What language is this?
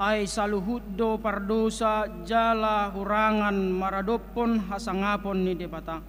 Batak Toba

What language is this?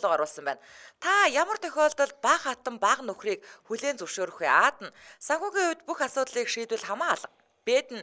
Mongolian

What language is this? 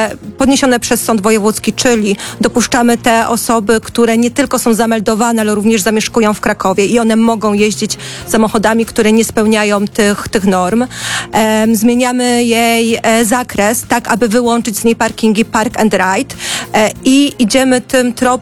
Polish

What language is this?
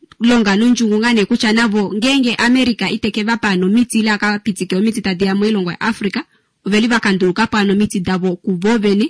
Kuanyama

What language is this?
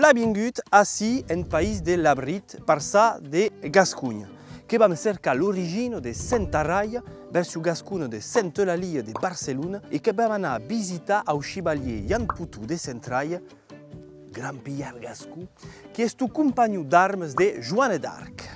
Occitan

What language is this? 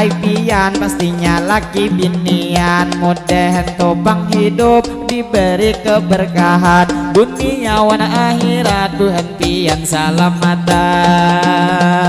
Banjar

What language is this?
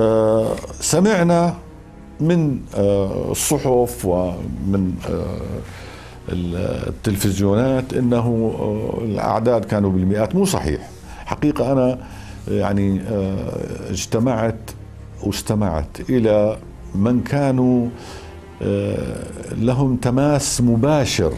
North Levantine Arabic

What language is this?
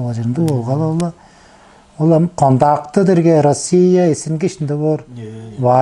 Tuvinian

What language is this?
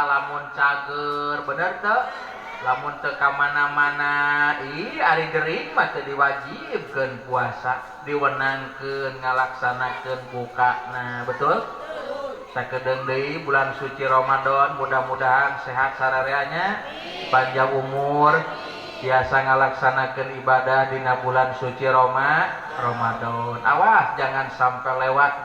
Sundanese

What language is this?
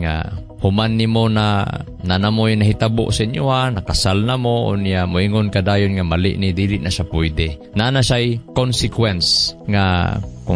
Cebuano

